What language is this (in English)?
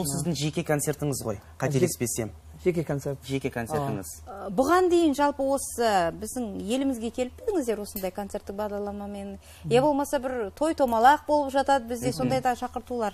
Kara-Kalpak